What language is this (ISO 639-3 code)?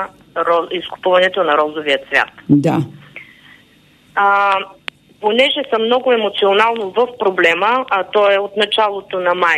bul